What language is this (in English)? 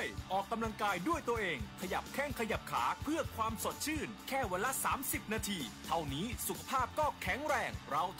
Thai